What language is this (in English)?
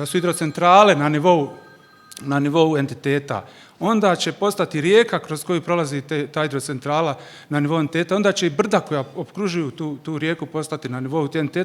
Bosnian